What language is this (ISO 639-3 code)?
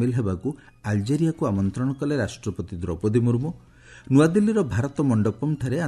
ori